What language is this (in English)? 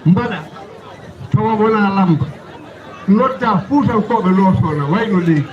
Fula